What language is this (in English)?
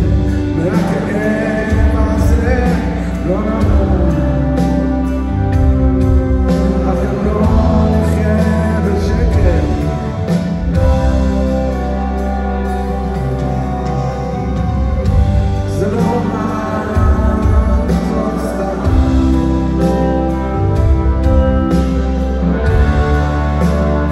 Hebrew